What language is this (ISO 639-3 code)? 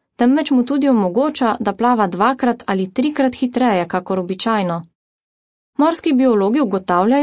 slv